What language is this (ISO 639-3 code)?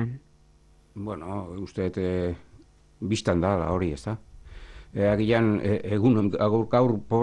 eus